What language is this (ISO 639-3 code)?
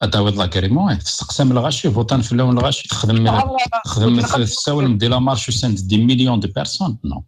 kab